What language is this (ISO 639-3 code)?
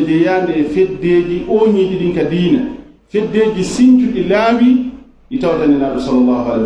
ful